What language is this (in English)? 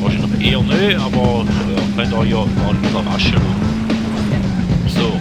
Swiss German